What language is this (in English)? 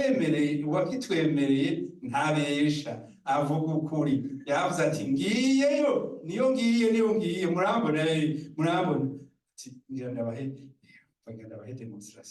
Rundi